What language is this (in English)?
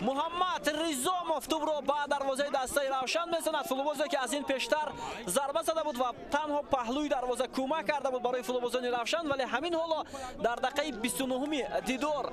Tajik